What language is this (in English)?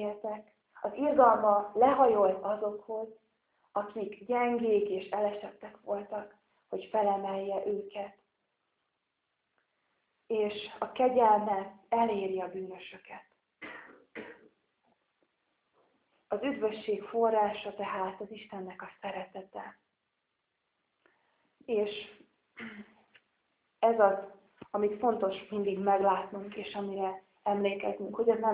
Hungarian